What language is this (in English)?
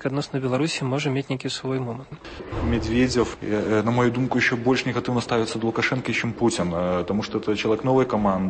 Belarusian